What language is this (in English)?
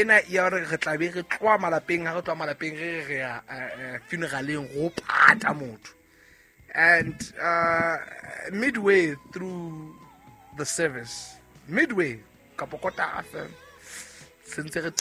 Southern Sotho